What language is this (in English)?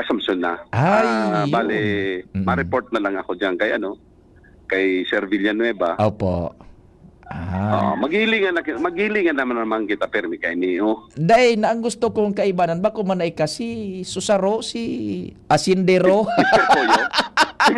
Bikol